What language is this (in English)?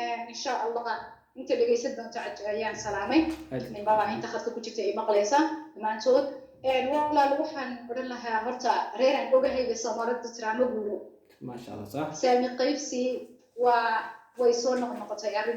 Somali